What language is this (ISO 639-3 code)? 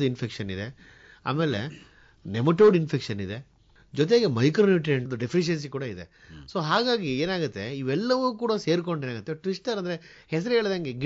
kan